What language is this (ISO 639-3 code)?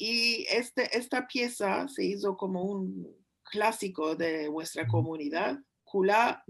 lad